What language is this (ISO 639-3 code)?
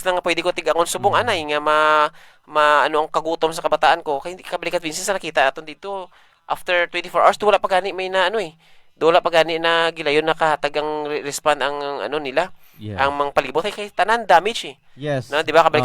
hil